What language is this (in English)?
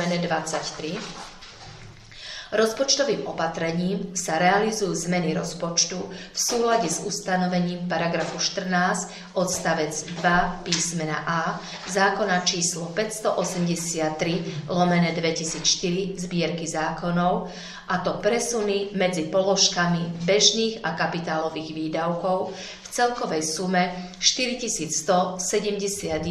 Slovak